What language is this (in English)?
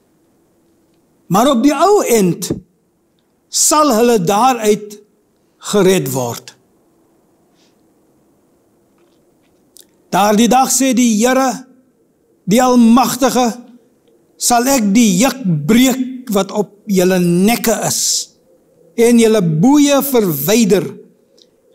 Afrikaans